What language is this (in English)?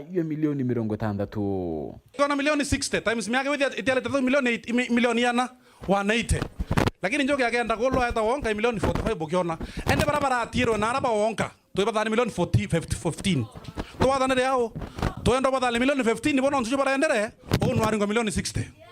Meru